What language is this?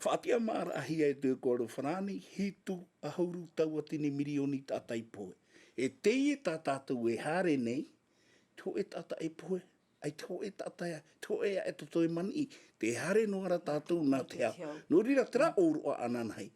Tahitian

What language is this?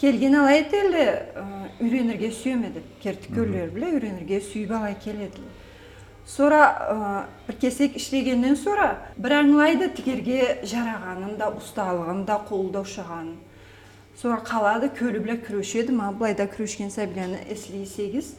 Karachay-Balkar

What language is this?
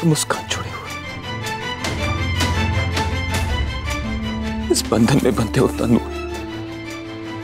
Hindi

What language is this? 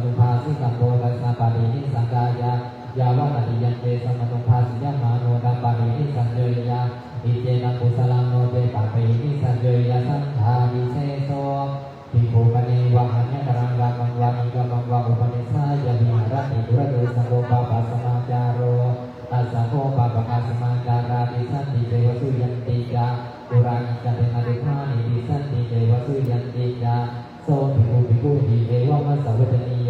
Pali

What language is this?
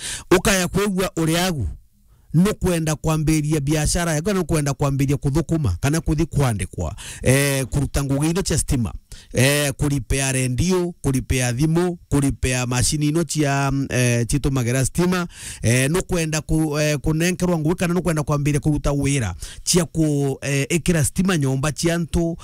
Meru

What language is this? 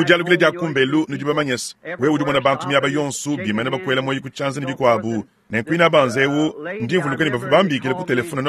Luba-Lulua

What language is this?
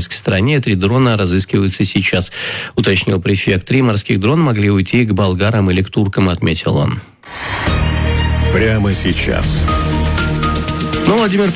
Russian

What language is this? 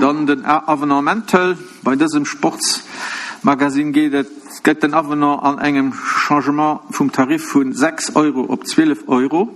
Luxembourgish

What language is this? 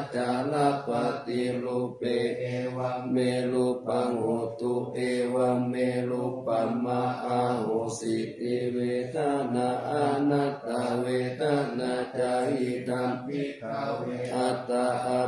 Pali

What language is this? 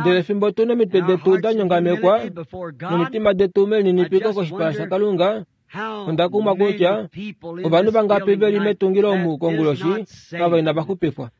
Kuanyama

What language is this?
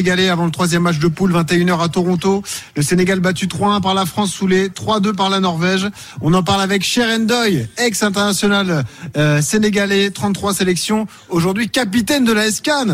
French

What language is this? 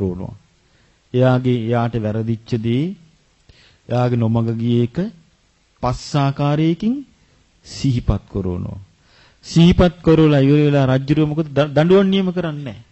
Sinhala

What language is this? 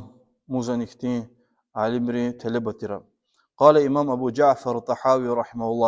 Lezghian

